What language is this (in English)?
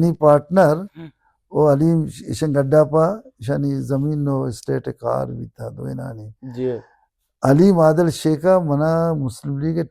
Baluchi